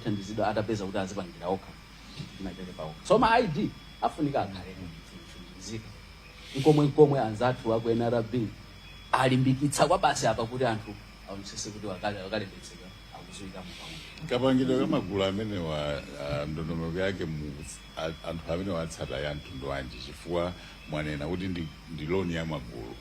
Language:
Nyanja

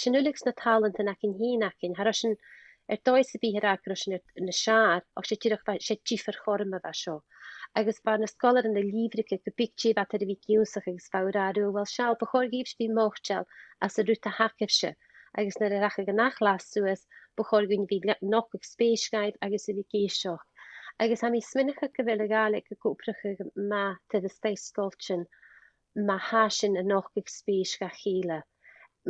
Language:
Scottish Gaelic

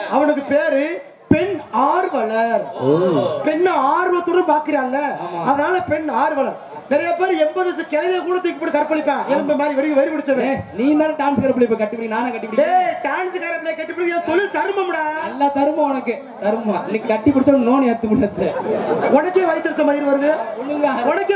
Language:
Tamil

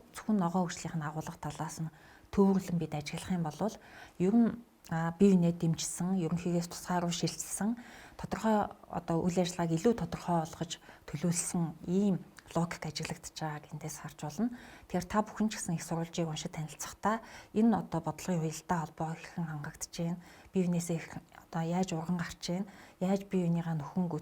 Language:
Mongolian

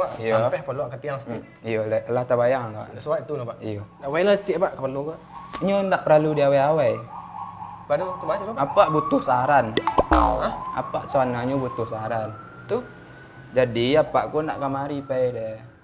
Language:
Minangkabau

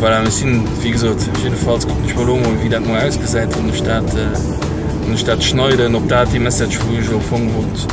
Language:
Luxembourgish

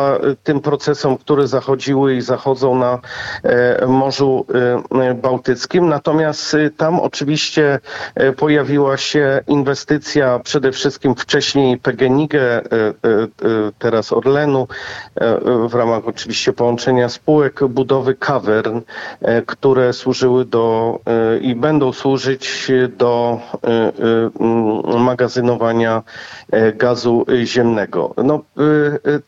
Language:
Polish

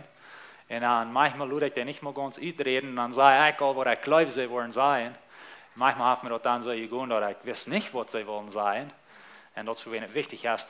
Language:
Plautdietsch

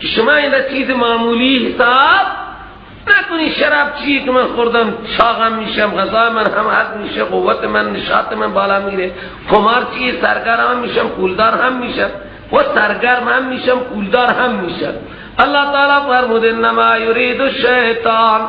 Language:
Persian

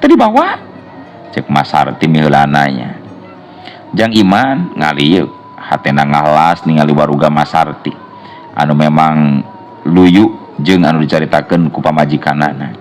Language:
Sundanese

